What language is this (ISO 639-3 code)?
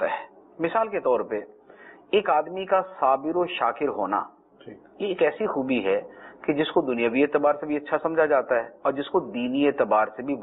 urd